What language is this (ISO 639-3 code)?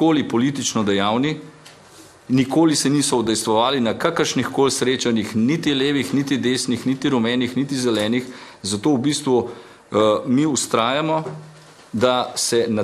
slv